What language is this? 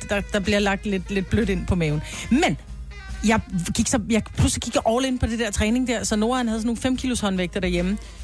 Danish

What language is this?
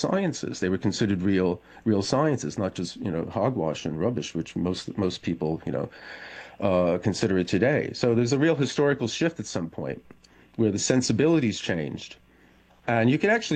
English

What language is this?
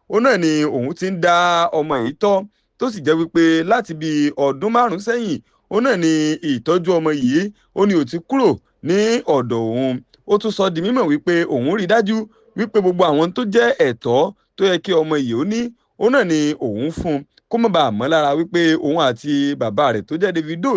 Yoruba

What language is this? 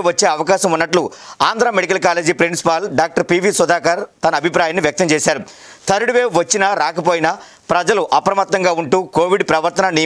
Telugu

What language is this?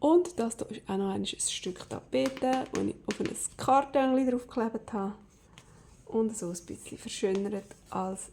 Swiss German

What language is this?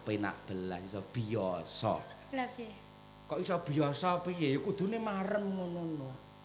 Javanese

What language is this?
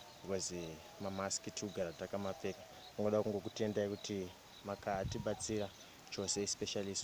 Shona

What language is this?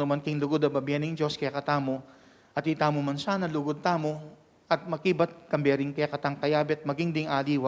Pampanga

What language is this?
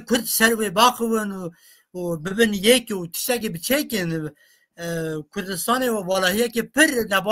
Kurdish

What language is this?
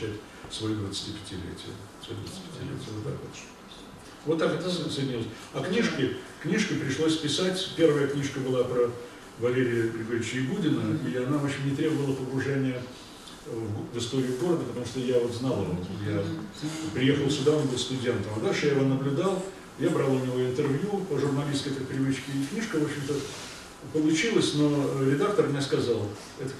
Russian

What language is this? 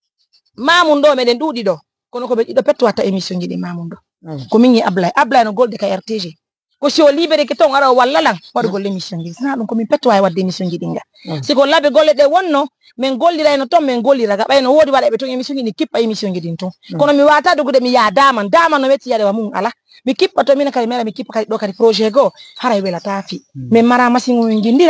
Fula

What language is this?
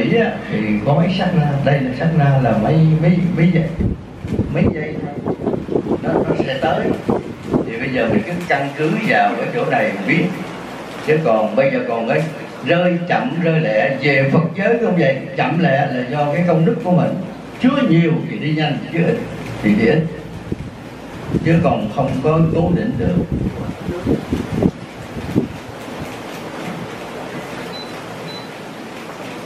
Vietnamese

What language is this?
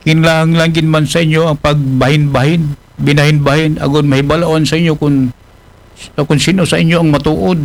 Aklanon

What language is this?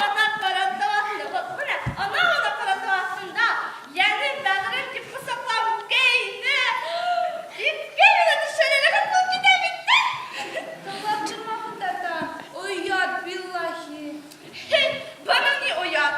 Bashkir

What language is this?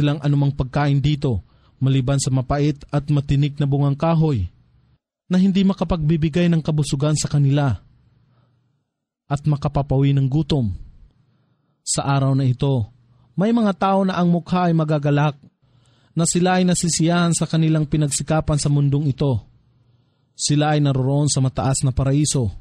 Filipino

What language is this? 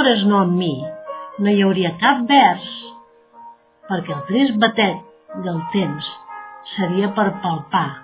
Catalan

